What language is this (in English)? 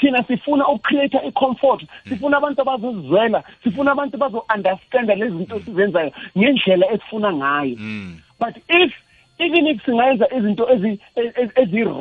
South Ndebele